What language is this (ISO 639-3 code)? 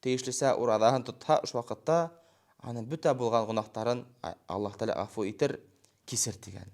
bak